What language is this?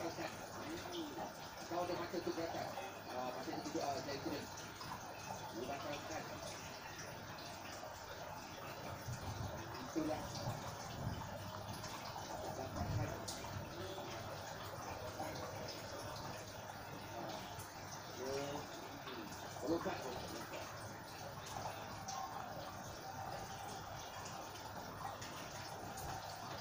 Malay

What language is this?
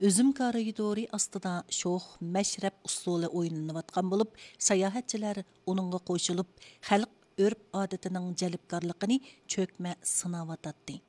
Uyghur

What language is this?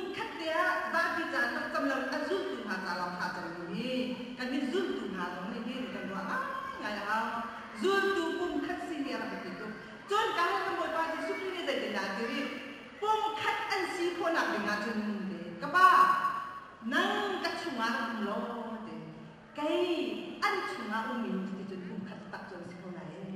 Hakha Chin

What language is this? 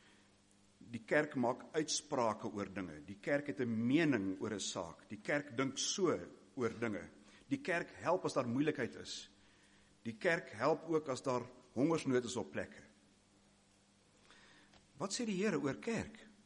Afrikaans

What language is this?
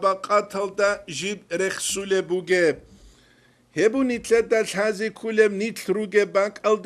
Avaric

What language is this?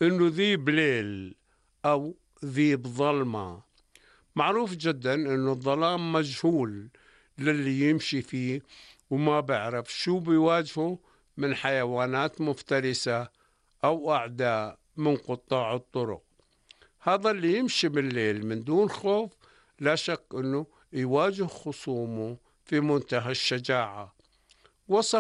North Levantine Arabic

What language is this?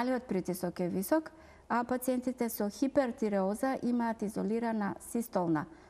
Macedonian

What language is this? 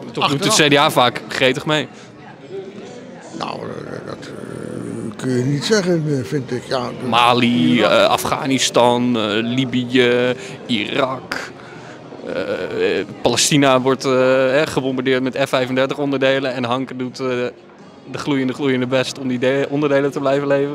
Dutch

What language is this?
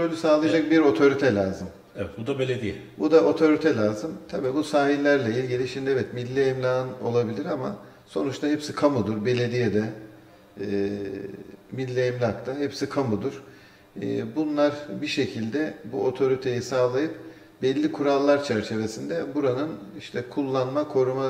Turkish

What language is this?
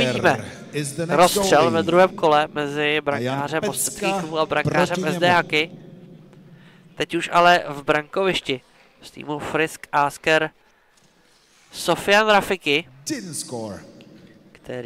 Czech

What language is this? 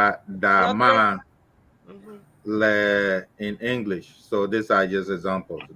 Ewe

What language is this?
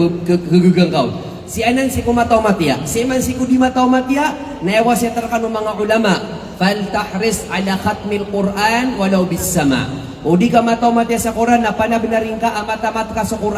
Maranao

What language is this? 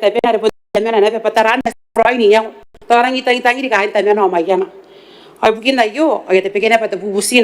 Gilbertese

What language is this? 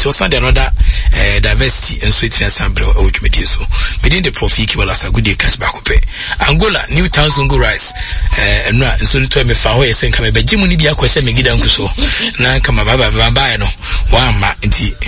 Akan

